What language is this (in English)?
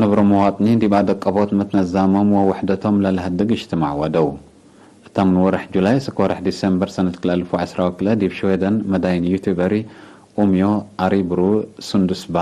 Tigre